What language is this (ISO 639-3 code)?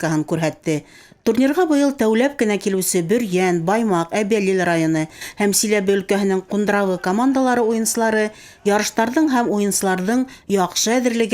bak